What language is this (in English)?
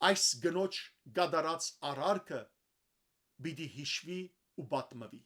Western Armenian